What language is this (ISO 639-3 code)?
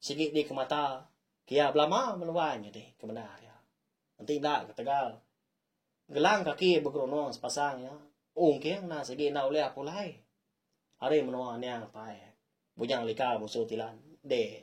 iba